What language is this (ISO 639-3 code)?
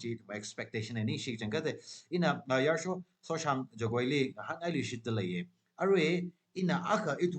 nmf